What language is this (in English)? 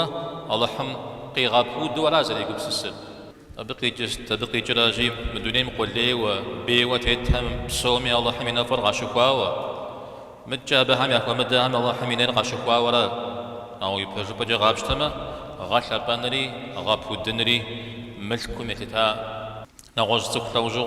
Kabardian